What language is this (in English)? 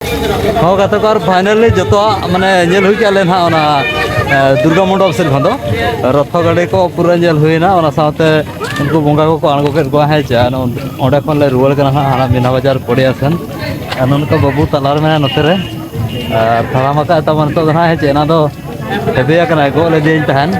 Santali